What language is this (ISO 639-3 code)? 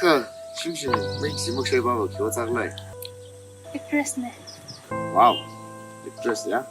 nmf